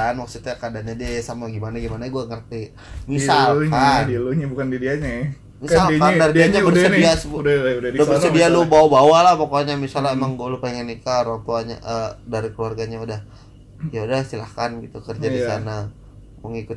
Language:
Indonesian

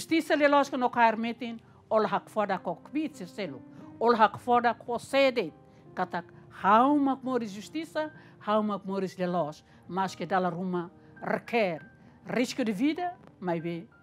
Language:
Tetum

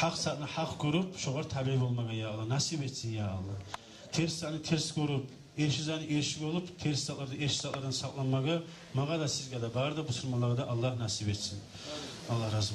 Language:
Kumyk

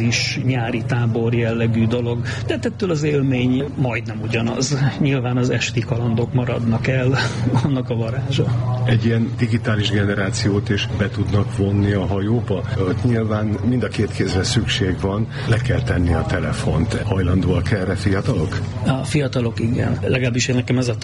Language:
Hungarian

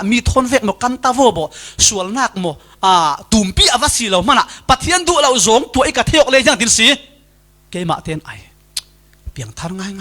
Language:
Falam Chin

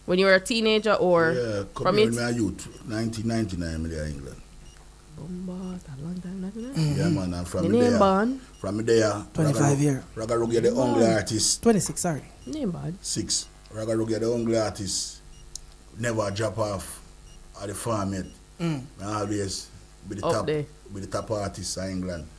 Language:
Jamaican Creole English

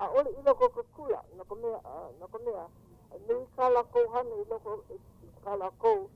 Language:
Hawaiian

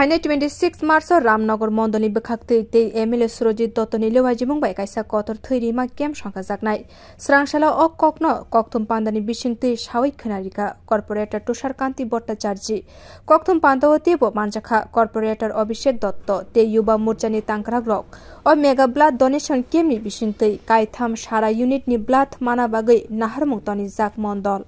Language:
Kok Borok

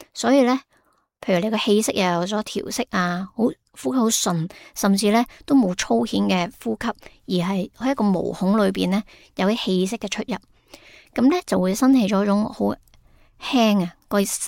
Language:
Cantonese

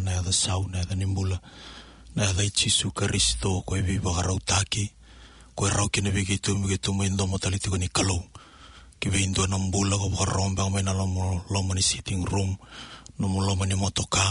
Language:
Fijian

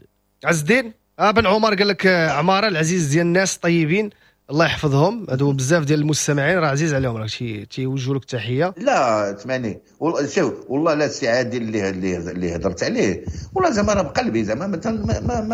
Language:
Moroccan Arabic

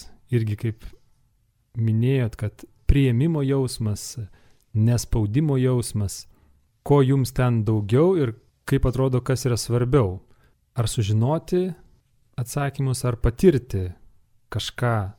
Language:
Lithuanian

